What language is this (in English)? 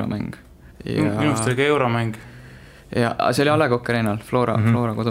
Estonian